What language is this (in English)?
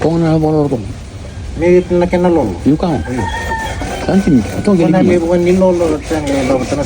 Fijian